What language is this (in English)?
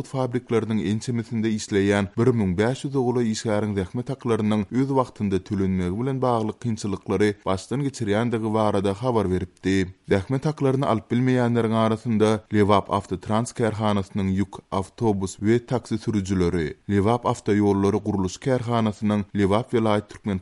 Turkmen